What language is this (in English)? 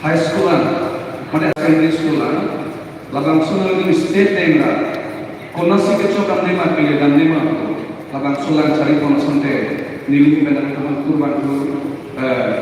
Karbi